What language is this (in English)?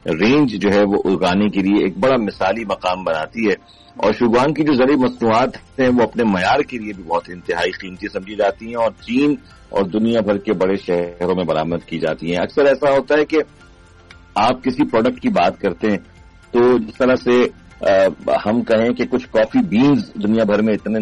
Urdu